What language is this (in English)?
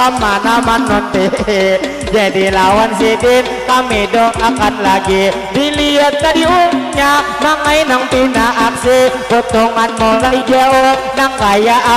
Banjar